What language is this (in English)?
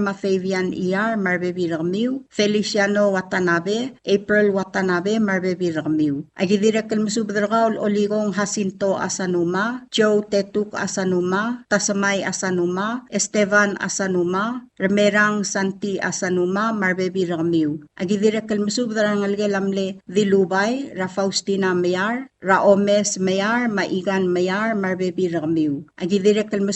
Palauan